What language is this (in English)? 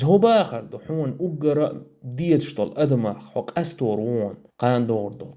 Chechen